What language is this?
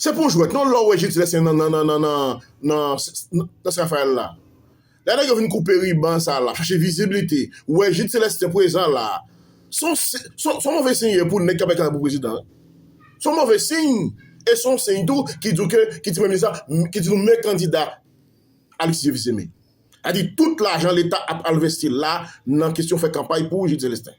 Haitian Creole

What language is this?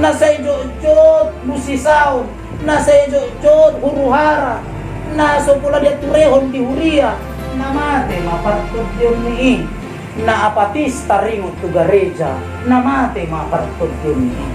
Batak Toba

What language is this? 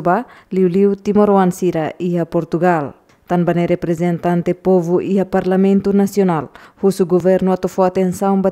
Tetum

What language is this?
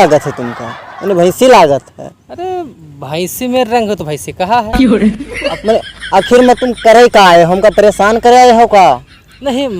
Awadhi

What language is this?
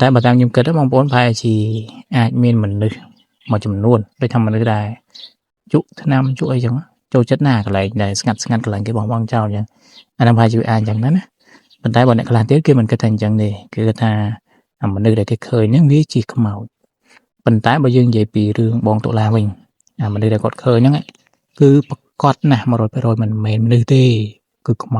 Khmer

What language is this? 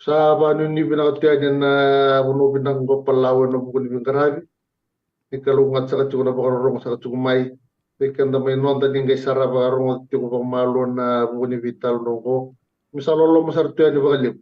Fijian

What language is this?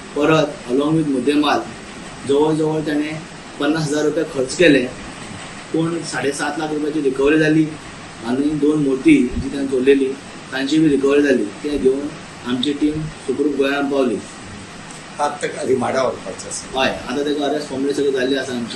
Konkani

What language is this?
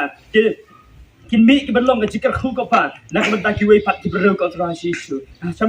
Khasi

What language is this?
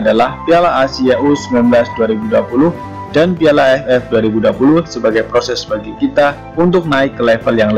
Indonesian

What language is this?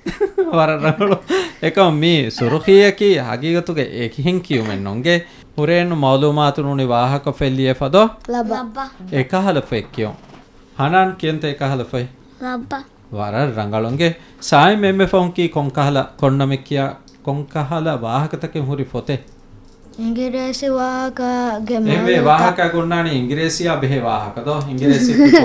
Divehi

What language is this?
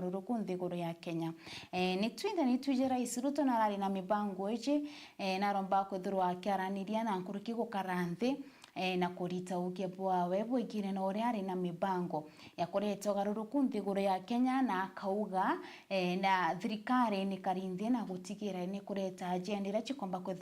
Meru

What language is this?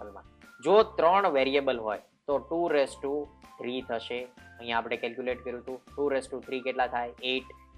Gujarati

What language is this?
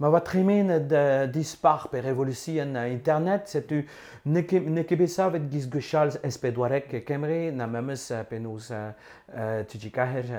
Breton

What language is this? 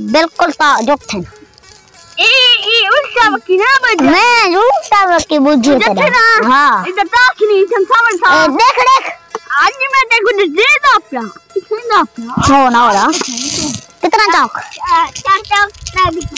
Saraiki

